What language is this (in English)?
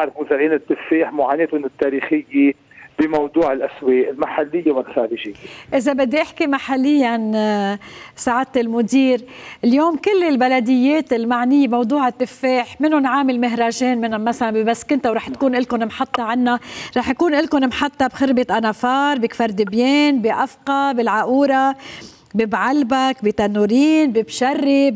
North Levantine Arabic